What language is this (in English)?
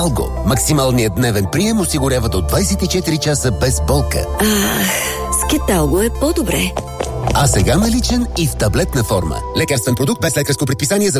Bulgarian